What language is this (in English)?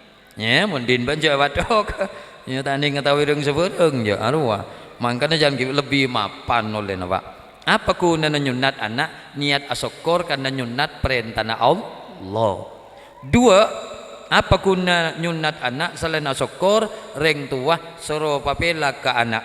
Madurese